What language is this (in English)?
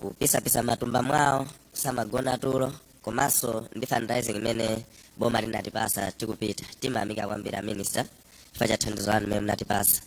Nyanja